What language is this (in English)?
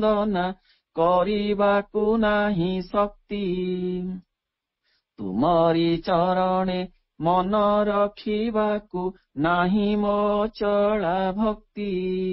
Odia